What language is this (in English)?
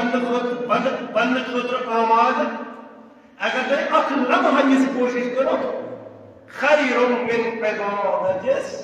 Kashmiri